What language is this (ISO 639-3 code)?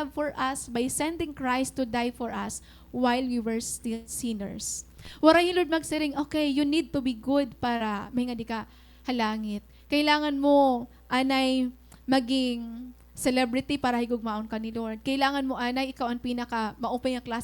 war